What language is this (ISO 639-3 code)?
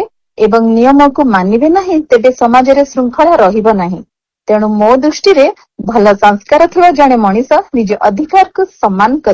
ori